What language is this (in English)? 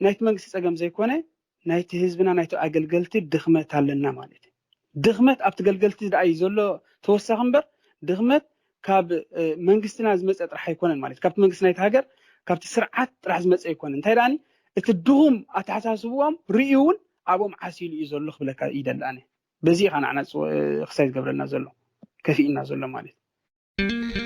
Tigrinya